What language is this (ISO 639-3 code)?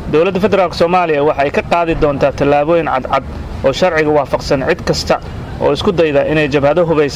som